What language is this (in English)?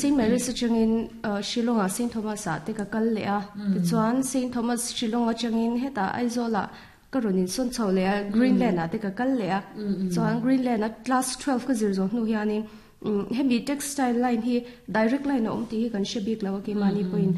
Mizo